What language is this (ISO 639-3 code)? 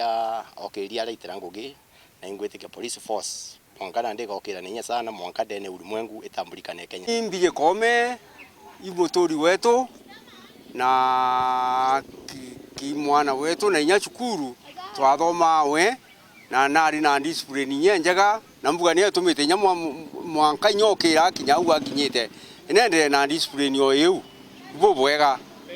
mer